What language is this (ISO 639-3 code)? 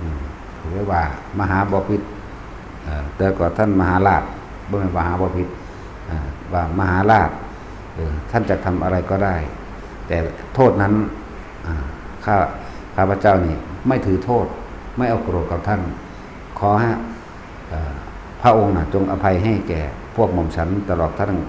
tts